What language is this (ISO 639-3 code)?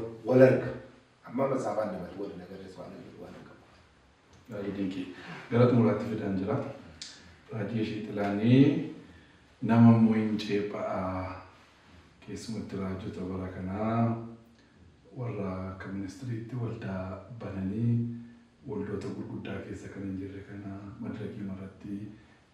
orm